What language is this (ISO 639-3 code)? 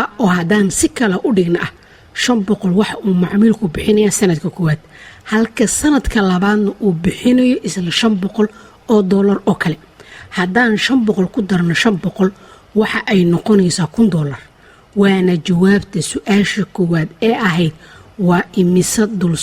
som